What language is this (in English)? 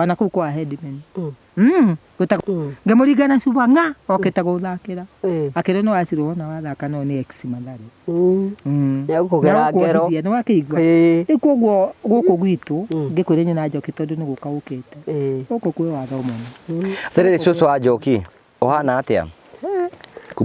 Kikuyu